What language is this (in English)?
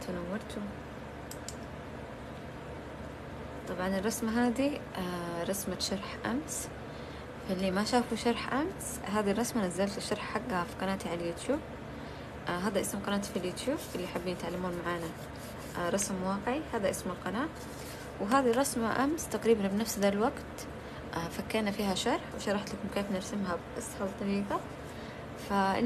Arabic